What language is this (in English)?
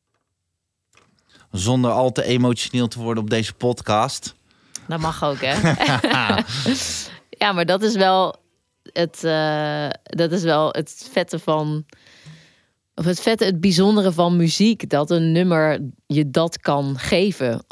Dutch